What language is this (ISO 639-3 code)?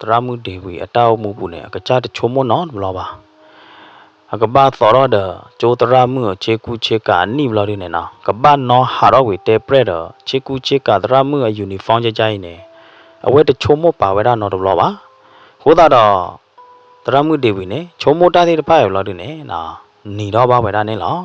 ksw